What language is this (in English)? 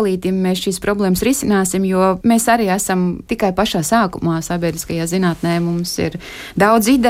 Latvian